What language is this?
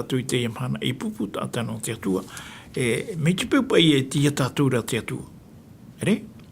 Tahitian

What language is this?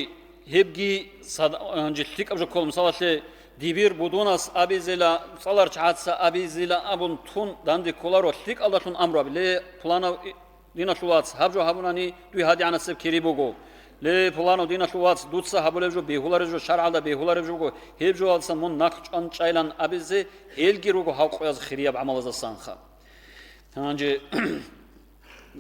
Avaric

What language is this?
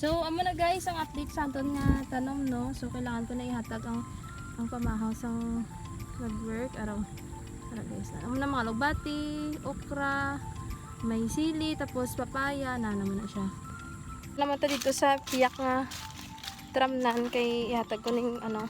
Hiligaynon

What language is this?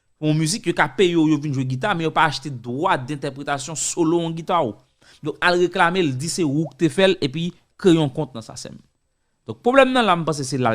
Haitian Creole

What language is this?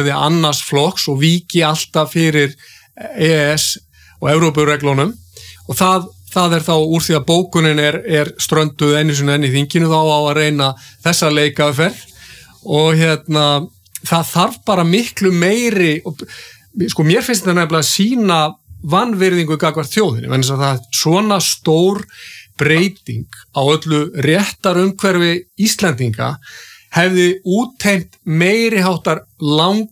Icelandic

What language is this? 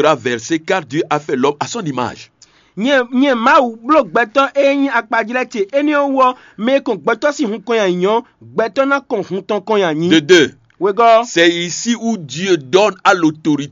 Fon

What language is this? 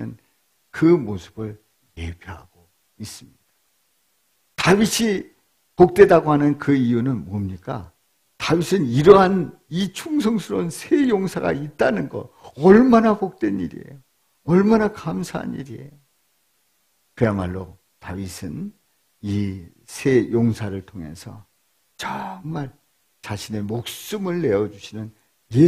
Korean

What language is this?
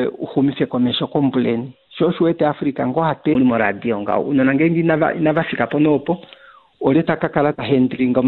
Kuanyama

